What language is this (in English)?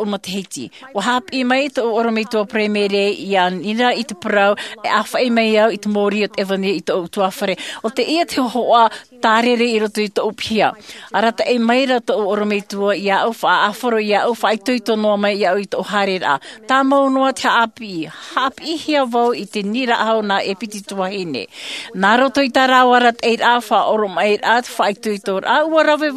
Tahitian